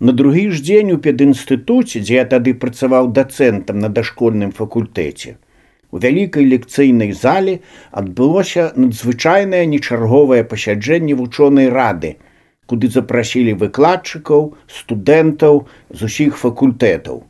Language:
Belarusian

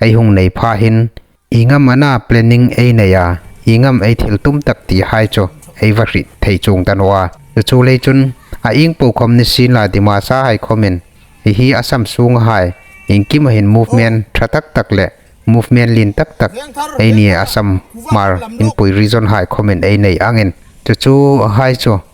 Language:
Hmar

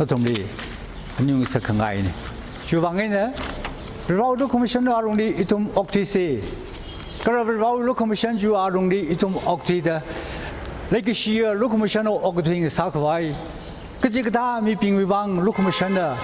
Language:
Tangkhul Naga (India)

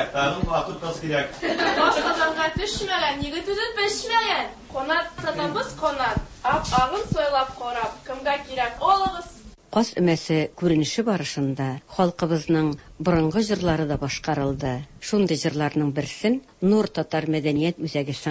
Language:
Tatar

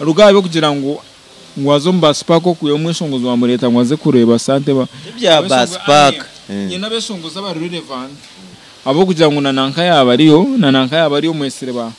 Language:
Nyankole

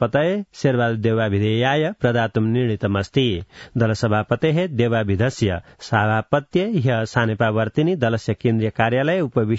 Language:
Sanskrit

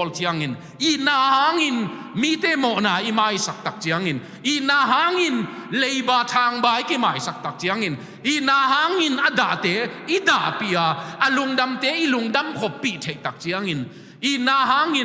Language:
Tedim Chin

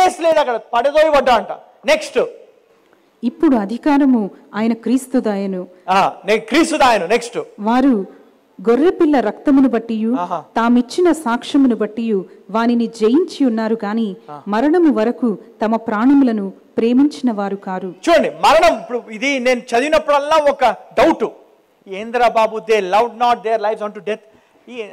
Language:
Telugu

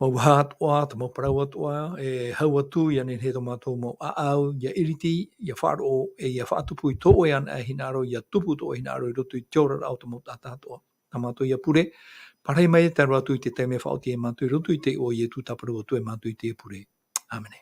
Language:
Tahitian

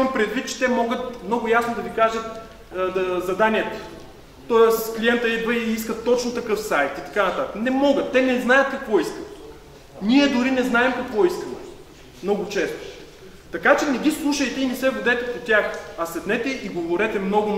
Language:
Bulgarian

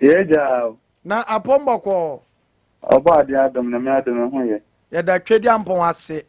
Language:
Akan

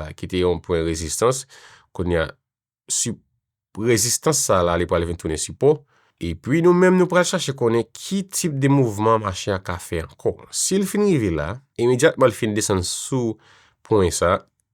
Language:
Haitian Creole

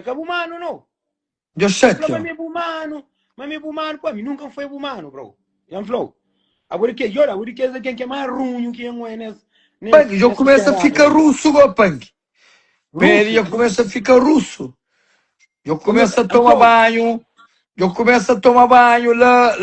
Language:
Kabuverdianu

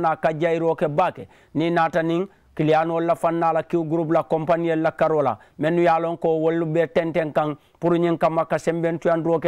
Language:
Mandingo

